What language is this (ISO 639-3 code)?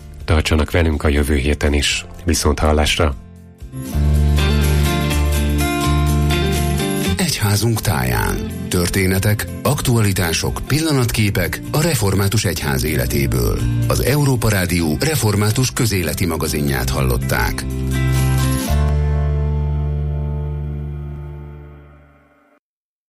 hun